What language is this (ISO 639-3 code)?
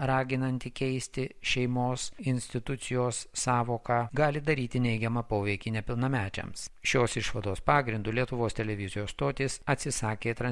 lit